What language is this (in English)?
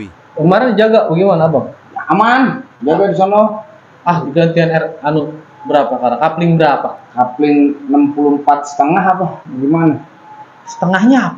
Betawi